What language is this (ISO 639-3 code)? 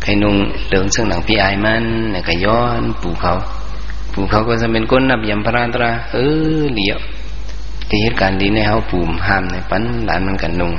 shn